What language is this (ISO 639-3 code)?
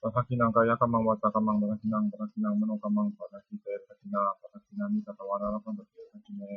pli